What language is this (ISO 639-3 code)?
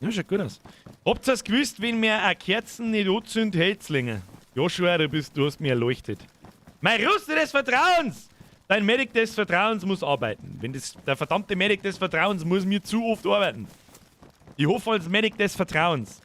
bar